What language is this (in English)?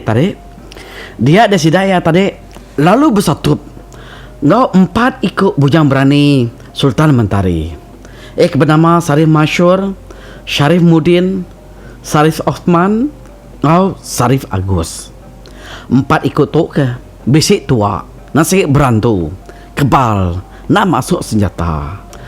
Iban